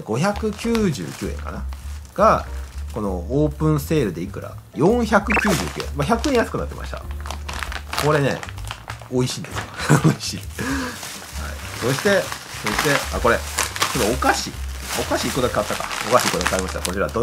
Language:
Japanese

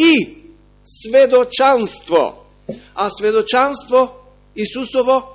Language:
Macedonian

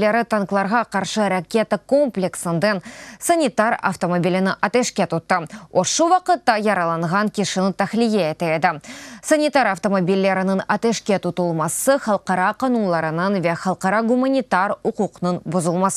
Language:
Crimean Tatar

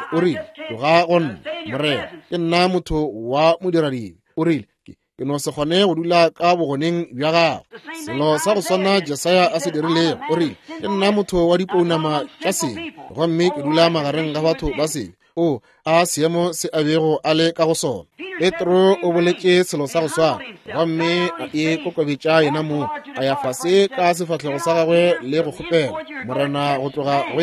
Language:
Northern Sotho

